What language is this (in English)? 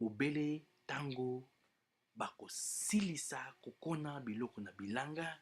Lingala